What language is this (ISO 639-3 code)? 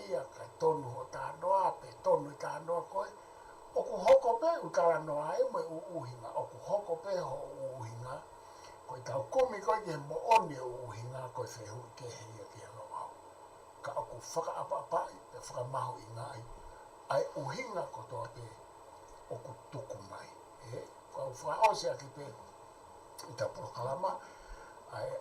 ton